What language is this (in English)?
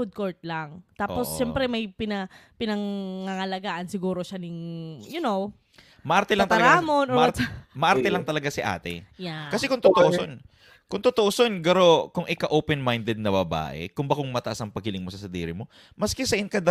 Bikol